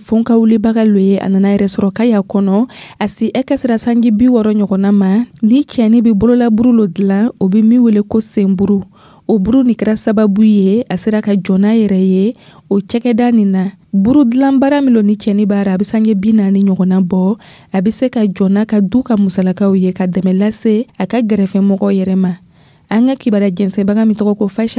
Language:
Dyula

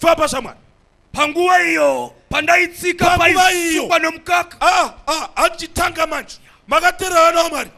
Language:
Shona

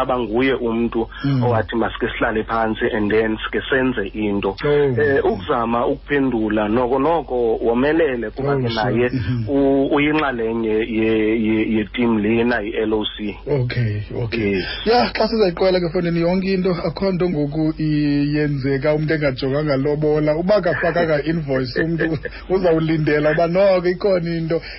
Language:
Xhosa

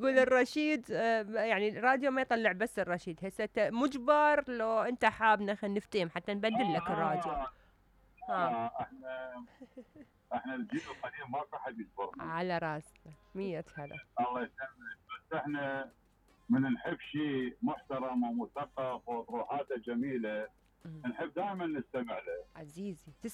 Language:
Mesopotamian Arabic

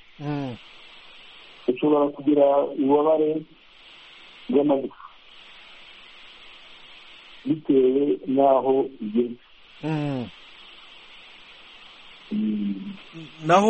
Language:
Kinyarwanda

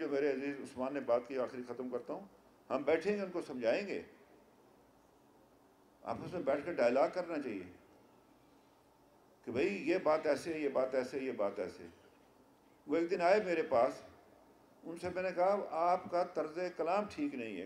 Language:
Urdu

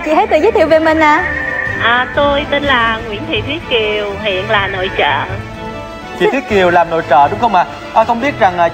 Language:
Vietnamese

